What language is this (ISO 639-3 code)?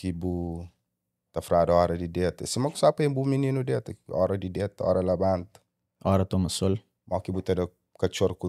kea